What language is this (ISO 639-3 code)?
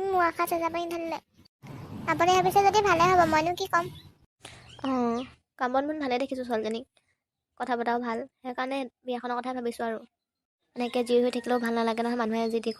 asm